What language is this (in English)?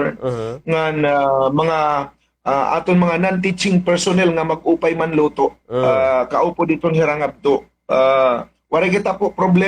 Waray